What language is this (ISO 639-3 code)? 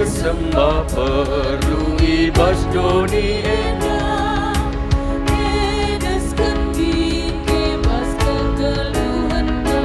btx